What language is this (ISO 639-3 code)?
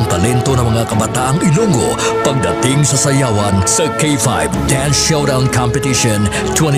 hil